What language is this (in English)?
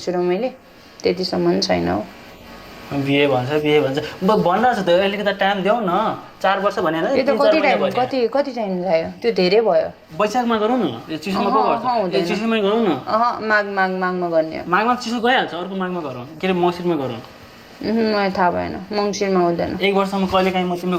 Nepali